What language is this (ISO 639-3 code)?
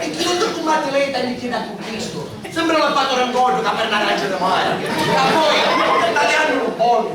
scn